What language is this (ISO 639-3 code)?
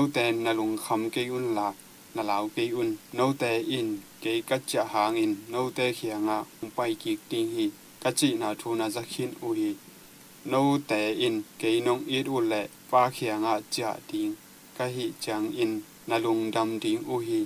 ctd